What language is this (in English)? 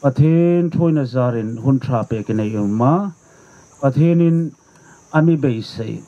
Hmar